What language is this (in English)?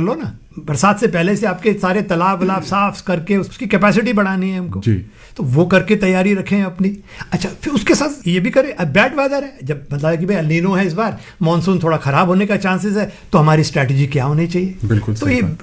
Hindi